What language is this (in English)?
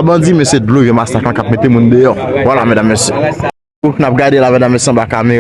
Haitian Creole